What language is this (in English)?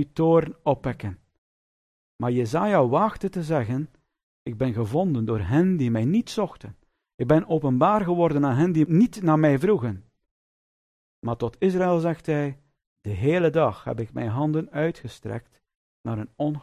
Dutch